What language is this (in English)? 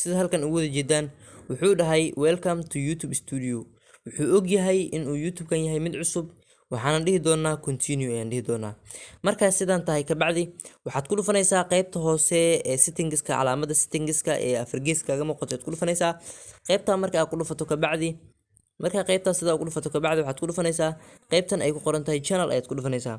Somali